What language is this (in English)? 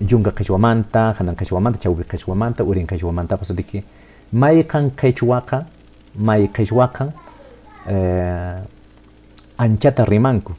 Quechua